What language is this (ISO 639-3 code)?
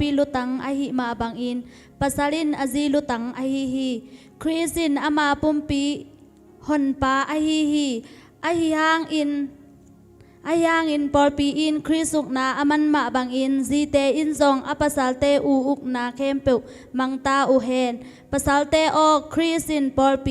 ctd